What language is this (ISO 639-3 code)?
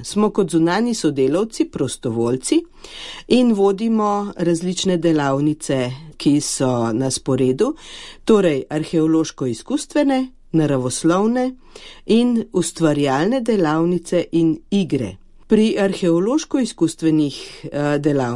slv